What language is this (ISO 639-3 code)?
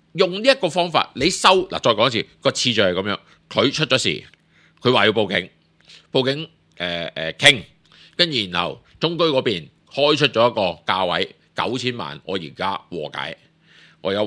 yue